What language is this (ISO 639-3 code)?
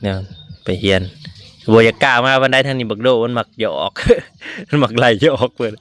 tts